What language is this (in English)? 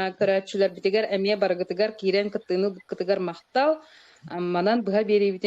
Yakut